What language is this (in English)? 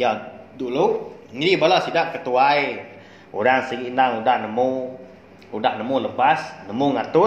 Iban